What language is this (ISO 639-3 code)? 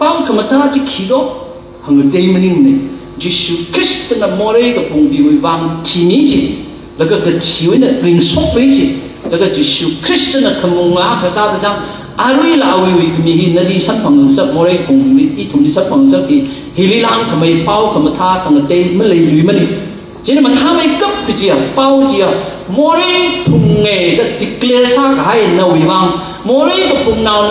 nmf